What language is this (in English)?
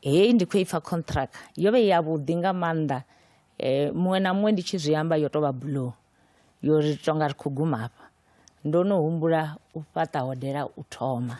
Venda